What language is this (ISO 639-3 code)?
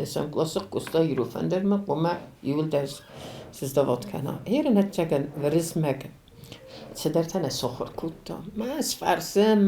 oss